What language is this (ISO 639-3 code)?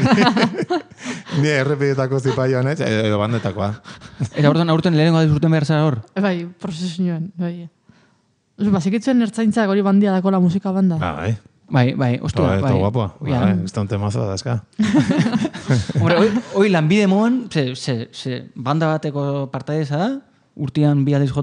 eus